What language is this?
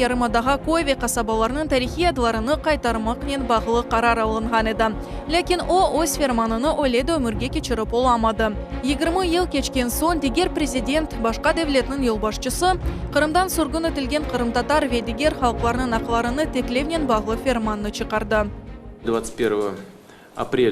Crimean Tatar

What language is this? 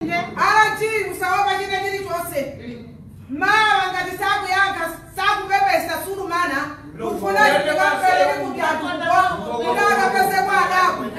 Nyanja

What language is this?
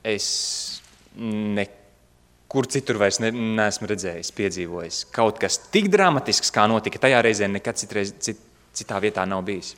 Latvian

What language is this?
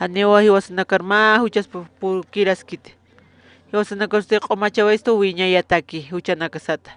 Aymara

